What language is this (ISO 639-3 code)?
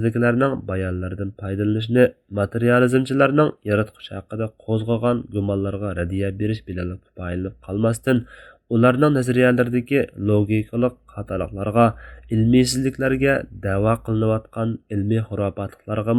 uig